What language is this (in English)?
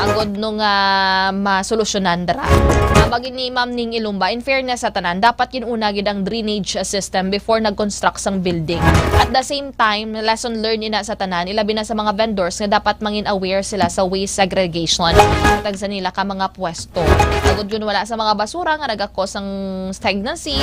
Hiligaynon